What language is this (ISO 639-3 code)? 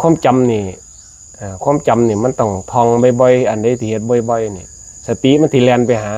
tts